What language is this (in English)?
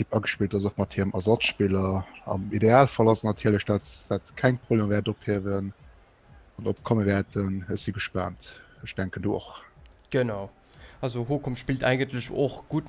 Luxembourgish